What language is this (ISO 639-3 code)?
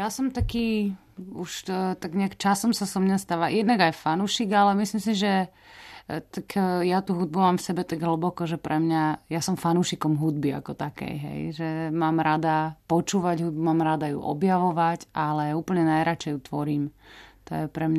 slk